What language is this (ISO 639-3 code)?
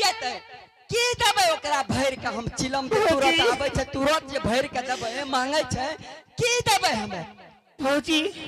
anp